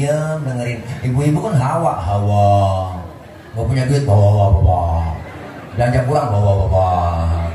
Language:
Betawi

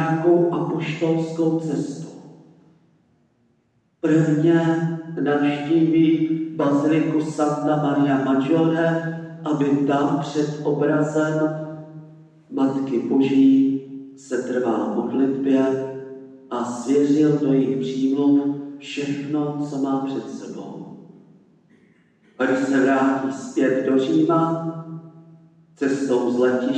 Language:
Czech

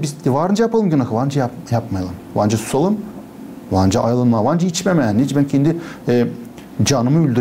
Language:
Gagauz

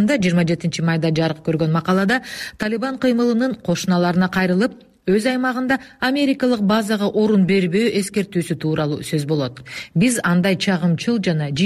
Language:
Kyrgyz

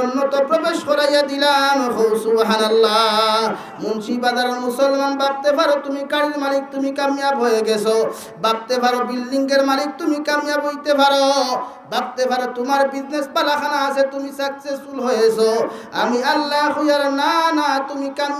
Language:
Sylheti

